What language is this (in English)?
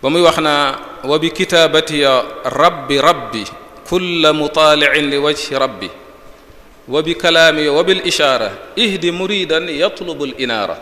Wolof